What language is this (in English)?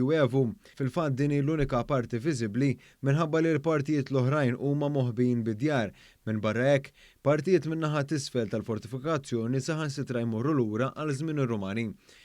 Maltese